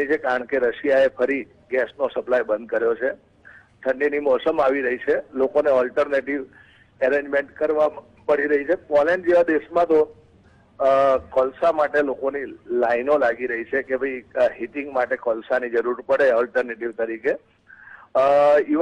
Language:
Gujarati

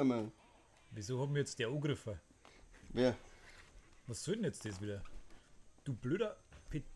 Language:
Bavarian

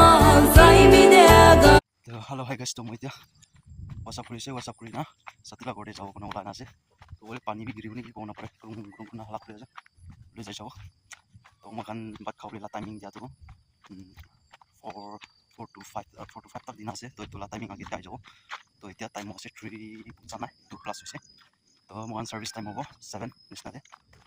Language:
Naga Pidgin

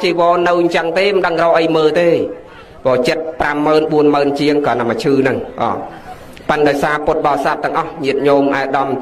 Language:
Khmer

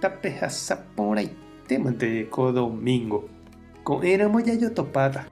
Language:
Guarani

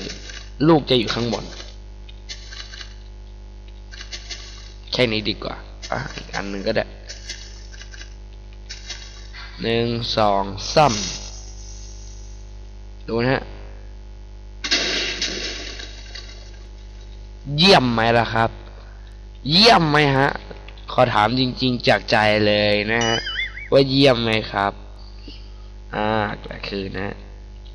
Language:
Thai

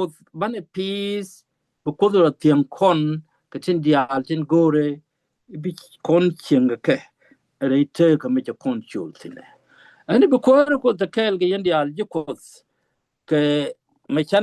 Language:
Nuer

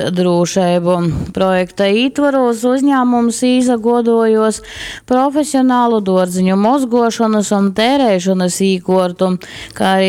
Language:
Latgalian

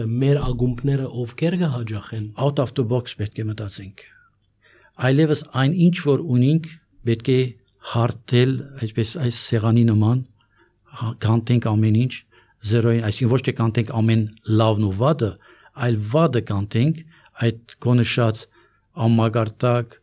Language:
Armenian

